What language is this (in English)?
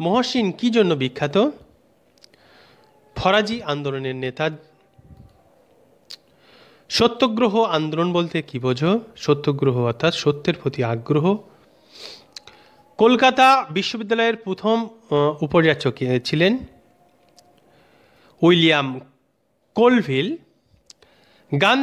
Bangla